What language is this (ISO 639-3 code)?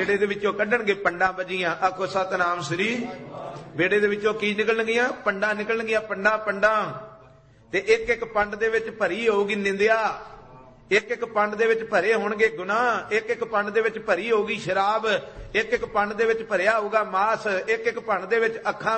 pan